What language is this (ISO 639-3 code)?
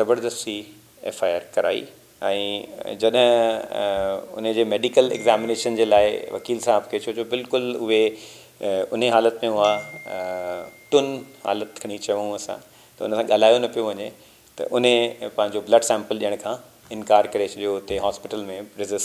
snd